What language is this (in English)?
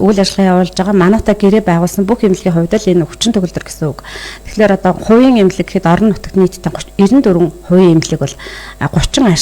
Mongolian